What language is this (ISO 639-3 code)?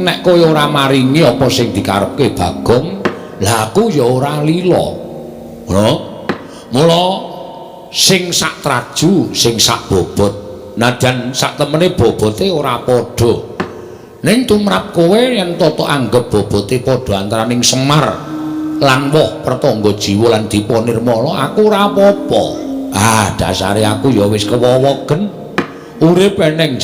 jav